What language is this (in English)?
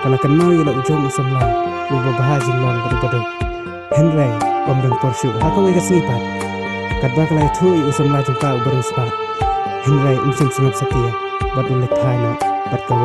Khasi